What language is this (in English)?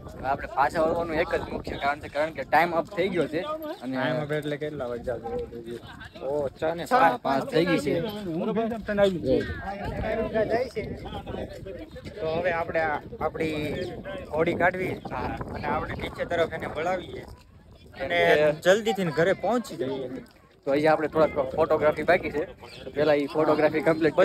Gujarati